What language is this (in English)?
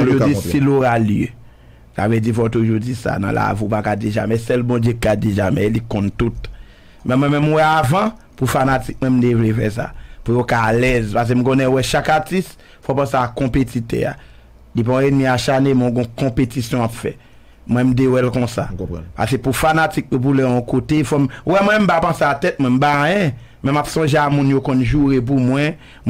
Haitian Creole